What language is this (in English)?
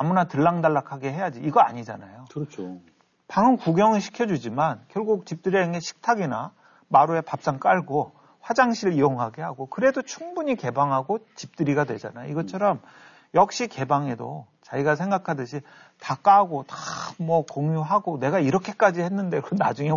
Korean